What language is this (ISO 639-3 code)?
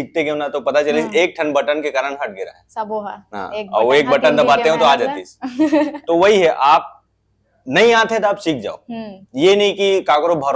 hne